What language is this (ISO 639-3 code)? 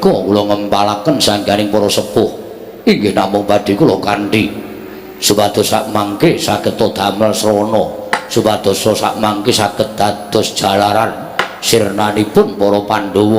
jav